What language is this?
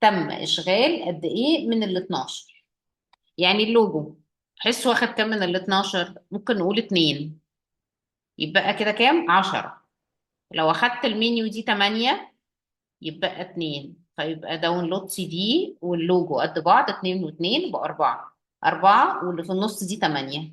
Egyptian Arabic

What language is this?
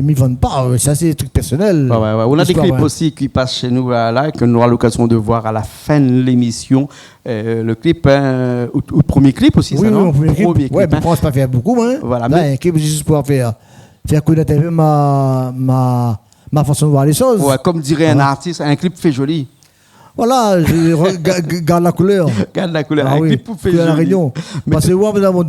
Réunion Creole French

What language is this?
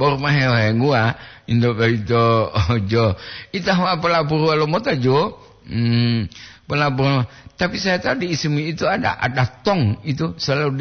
Gorontalo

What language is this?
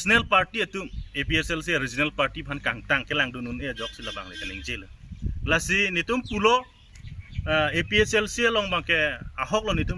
Karbi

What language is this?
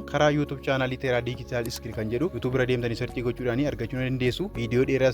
Oromo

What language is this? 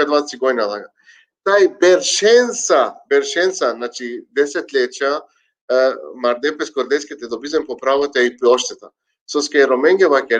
Balkan Romani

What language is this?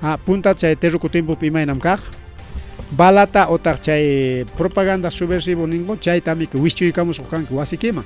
Ayacucho Quechua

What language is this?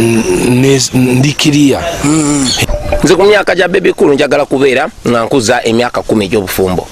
Ganda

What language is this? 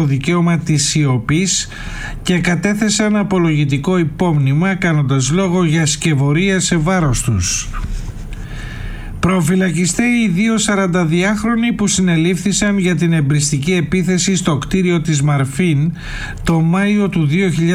Greek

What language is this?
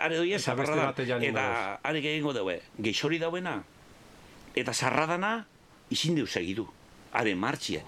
Basque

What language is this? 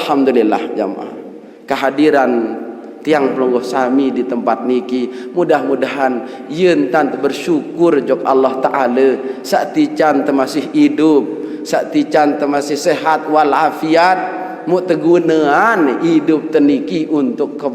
Sasak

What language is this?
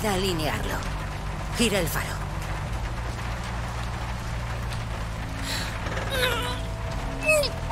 Spanish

